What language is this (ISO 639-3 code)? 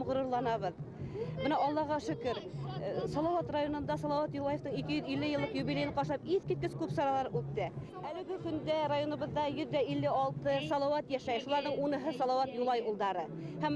bak